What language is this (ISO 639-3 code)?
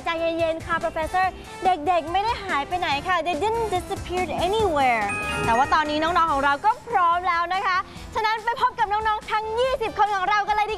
tha